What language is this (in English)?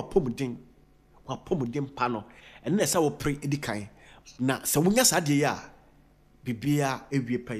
Akan